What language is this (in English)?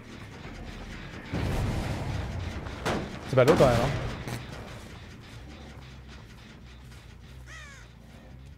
French